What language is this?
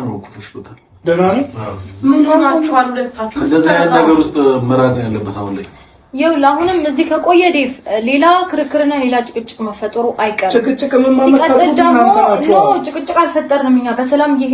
Amharic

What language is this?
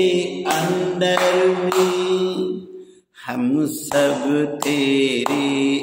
Hindi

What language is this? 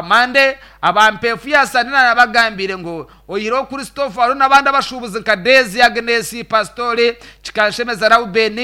Nyankole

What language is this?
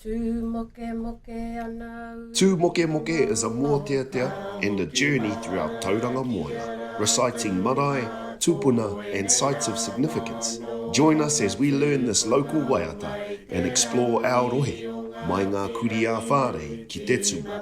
Māori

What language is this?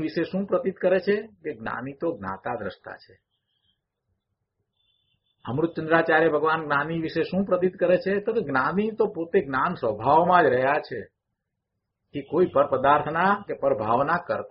Gujarati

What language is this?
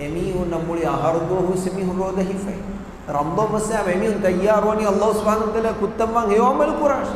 Divehi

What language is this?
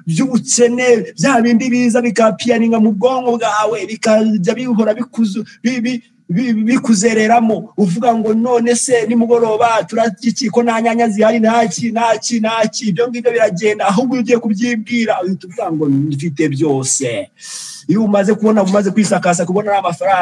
Kinyarwanda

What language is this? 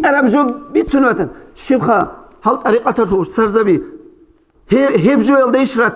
Avaric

